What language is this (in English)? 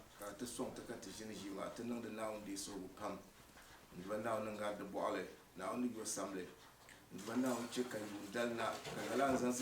Dagbani